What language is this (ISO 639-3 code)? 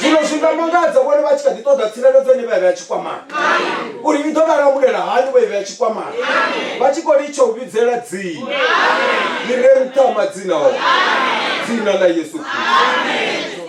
ven